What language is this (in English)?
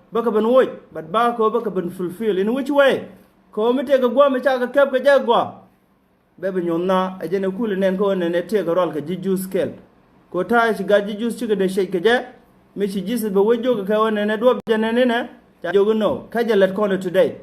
Nuer